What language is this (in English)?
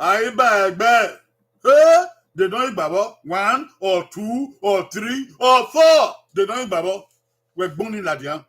Bini